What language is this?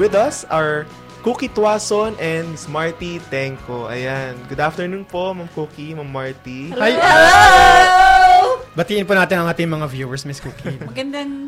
Filipino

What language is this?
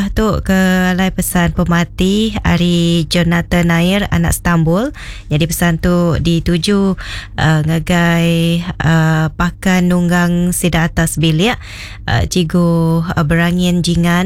Iban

